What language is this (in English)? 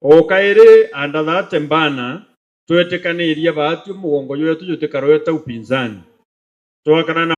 Meru